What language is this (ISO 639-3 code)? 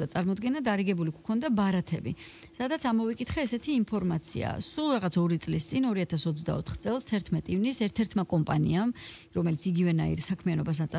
kat